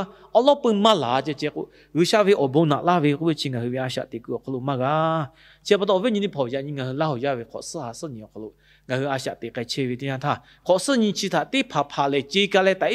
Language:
Lahu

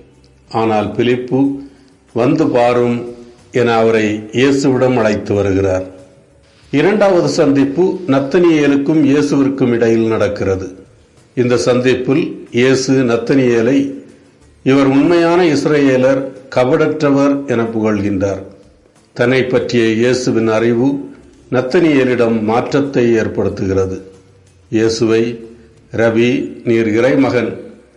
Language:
Tamil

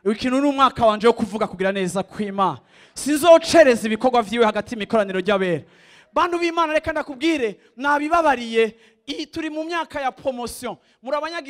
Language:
Rundi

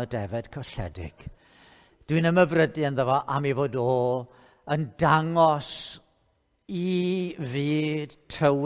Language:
Welsh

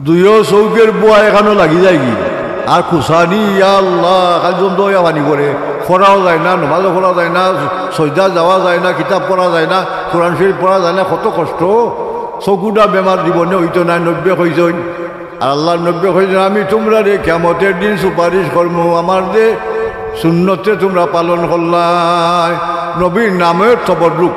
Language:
Sylheti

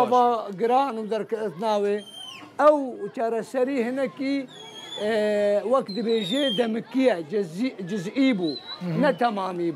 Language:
Kurdish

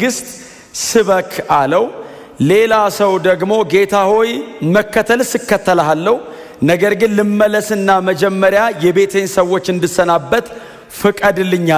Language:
Amharic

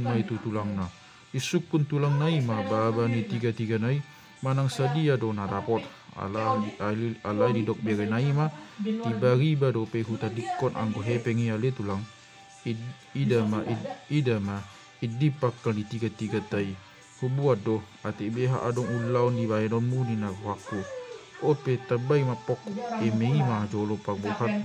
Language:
Batak Toba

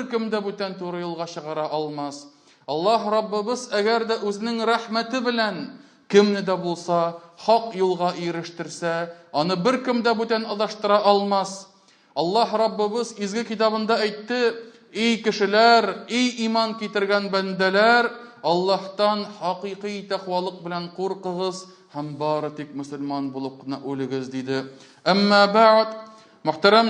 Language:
Tatar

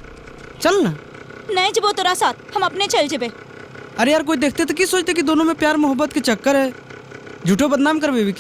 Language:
Magahi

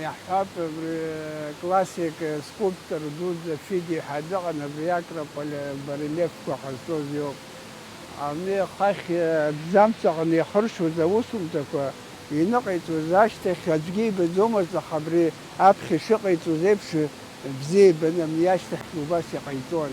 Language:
Abkhazian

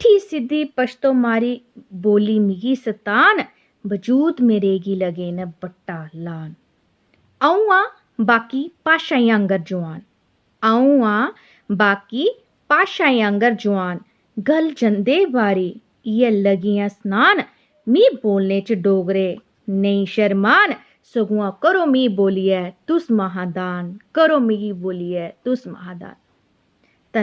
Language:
Dogri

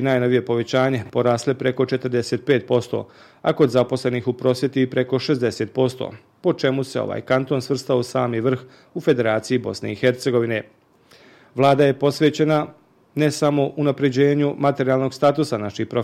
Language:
Bosnian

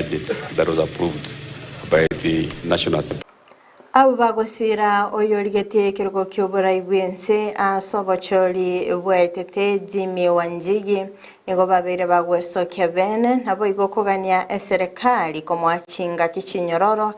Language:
Gusii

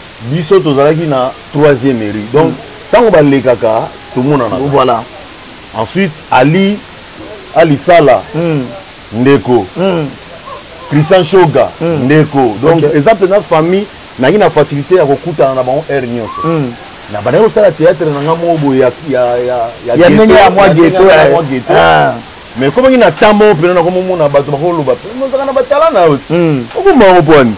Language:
Lingala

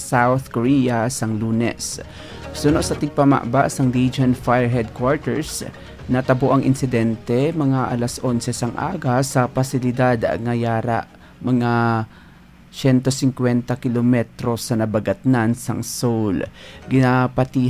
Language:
Hiligaynon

